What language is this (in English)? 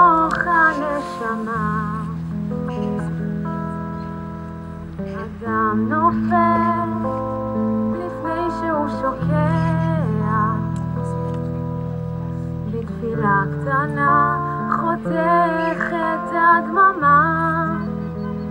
Hebrew